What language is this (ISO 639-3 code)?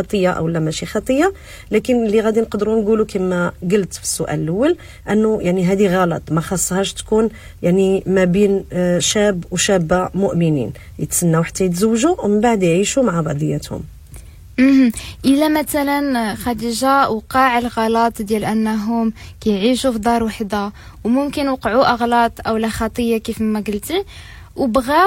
ary